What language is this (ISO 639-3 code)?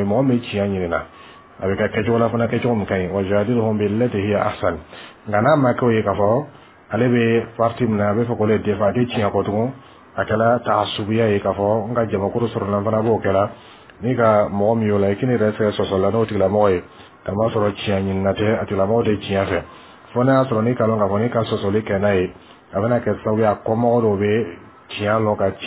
bam